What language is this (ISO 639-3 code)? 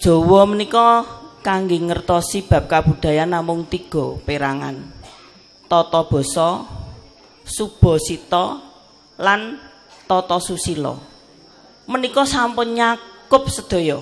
jav